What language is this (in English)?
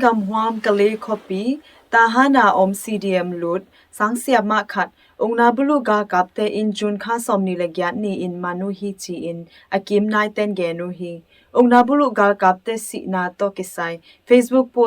Tedim Chin